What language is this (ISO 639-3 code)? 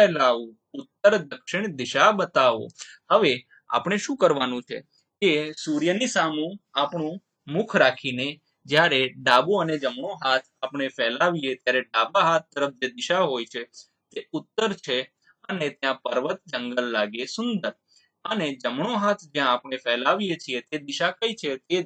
guj